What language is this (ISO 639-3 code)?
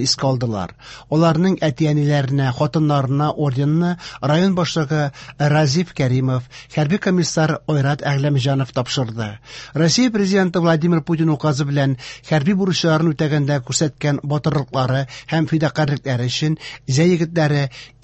tat